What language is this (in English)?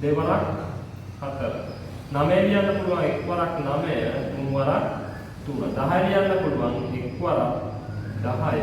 Sinhala